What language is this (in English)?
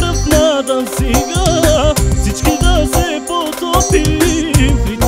Bulgarian